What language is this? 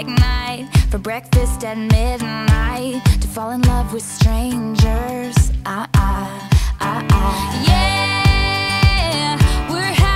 English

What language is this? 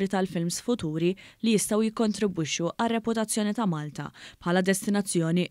Maltese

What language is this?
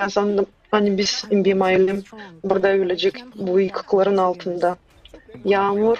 Gagauz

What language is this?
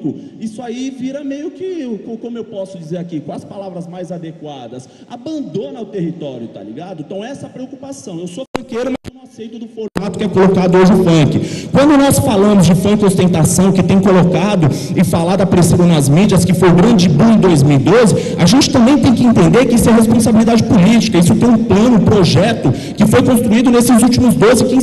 Portuguese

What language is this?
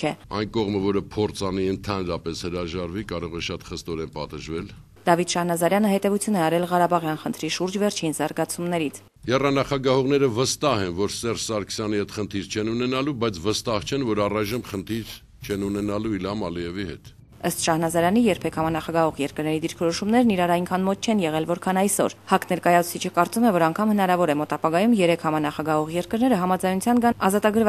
Armenian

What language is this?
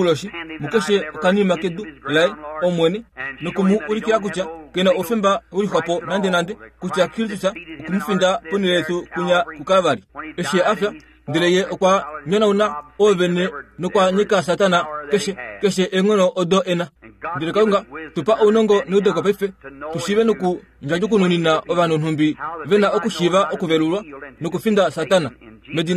Kuanyama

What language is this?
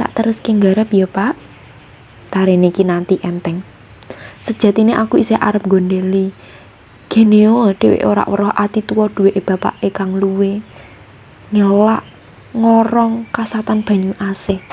Javanese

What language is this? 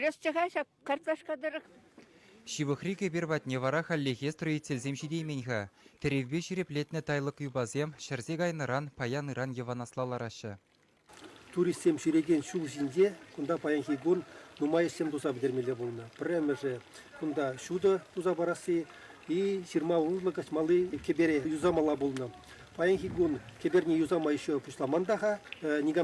Chuvash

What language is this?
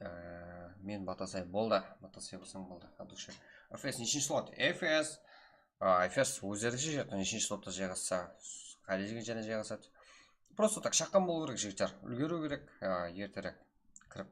Kara-Kalpak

